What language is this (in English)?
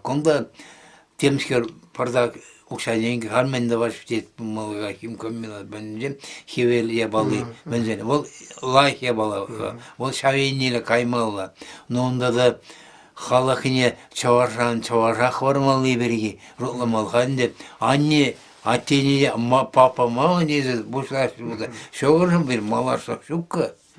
Chuvash